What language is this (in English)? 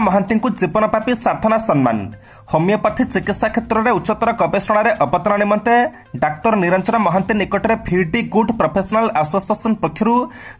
Odia